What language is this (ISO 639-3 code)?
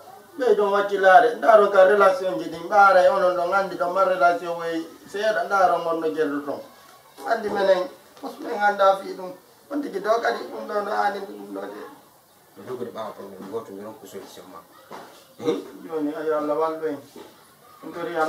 ful